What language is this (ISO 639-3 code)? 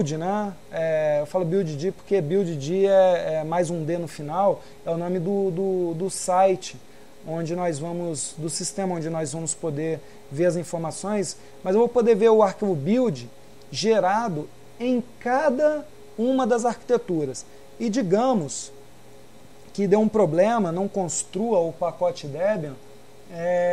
por